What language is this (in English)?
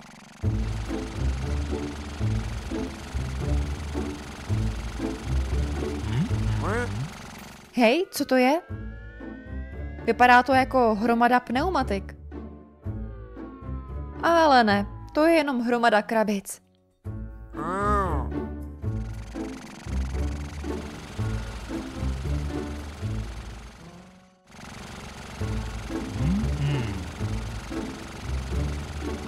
Czech